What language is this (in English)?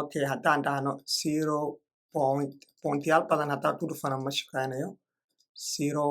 Somali